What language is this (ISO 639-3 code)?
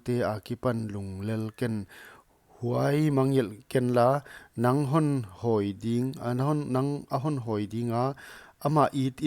pck